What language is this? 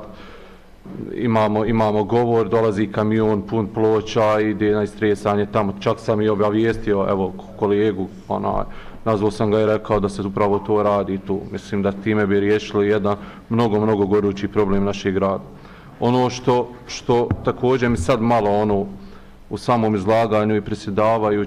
Bosnian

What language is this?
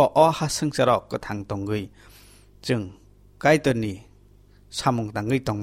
Kok Borok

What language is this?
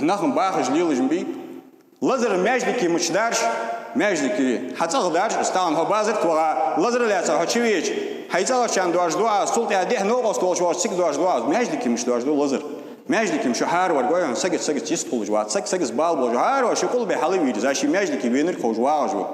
Ingush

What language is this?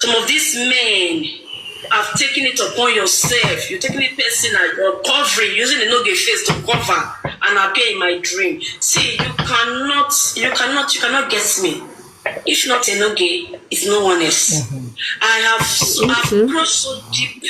Nigerian Pidgin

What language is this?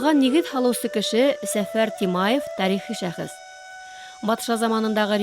Bashkir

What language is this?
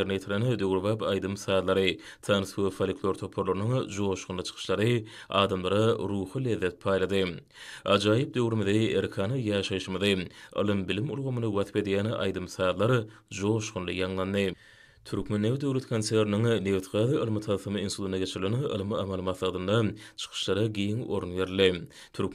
Turkmen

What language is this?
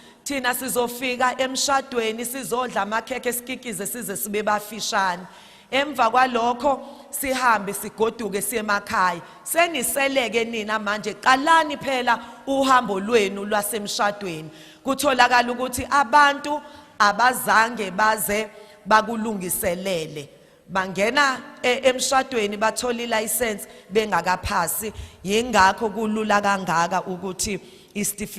Zulu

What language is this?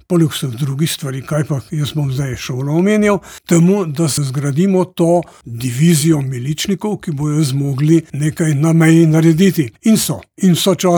Slovenian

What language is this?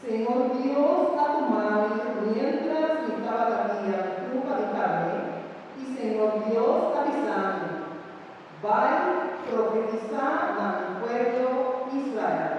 Papiamento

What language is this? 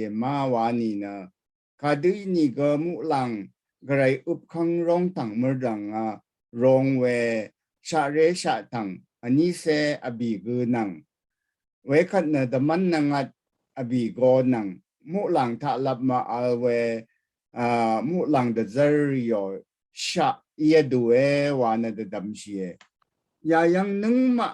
Rawang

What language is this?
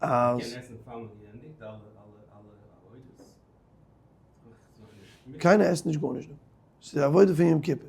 Yiddish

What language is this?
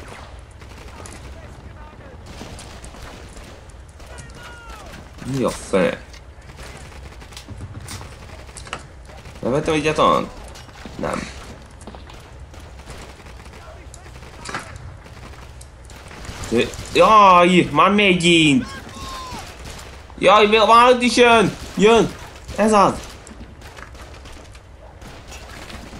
Hungarian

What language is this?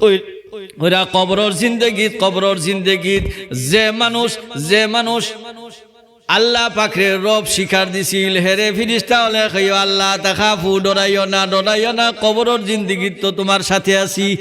Sylheti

